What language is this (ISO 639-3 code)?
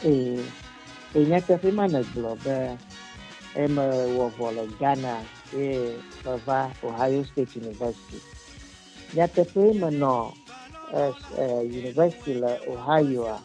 ewe